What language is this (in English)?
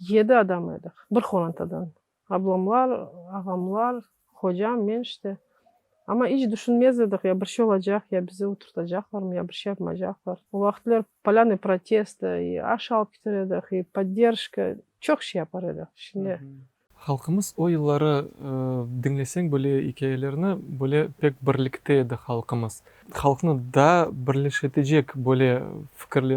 Crimean Tatar